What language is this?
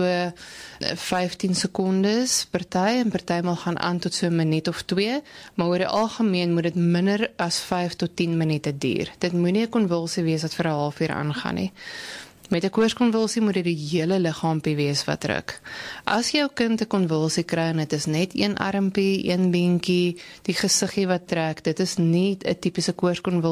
Afrikaans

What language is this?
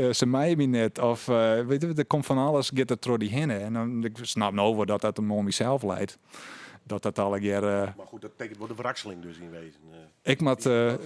Western Frisian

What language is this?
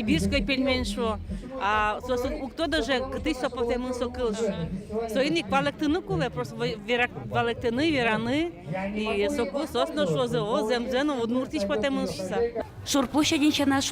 Udmurt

